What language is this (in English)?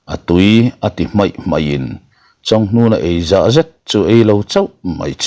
Mizo